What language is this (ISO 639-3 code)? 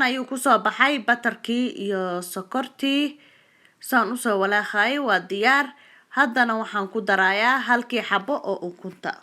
som